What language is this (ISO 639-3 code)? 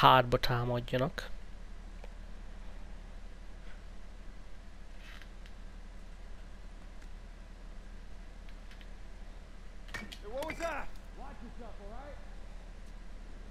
hun